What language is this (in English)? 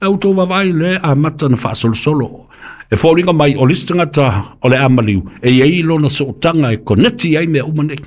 Samoan